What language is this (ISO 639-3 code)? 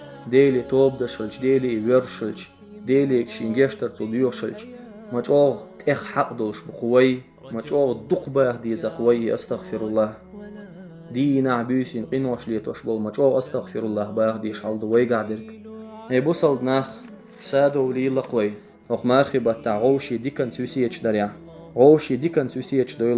che